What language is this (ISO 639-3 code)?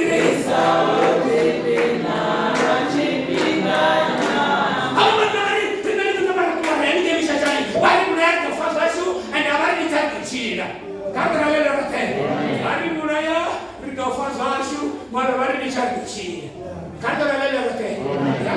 ven